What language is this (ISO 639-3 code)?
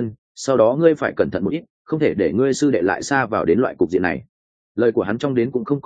vie